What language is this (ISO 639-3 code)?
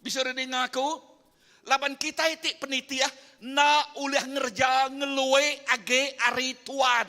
iba